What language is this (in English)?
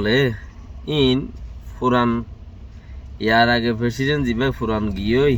Rohingya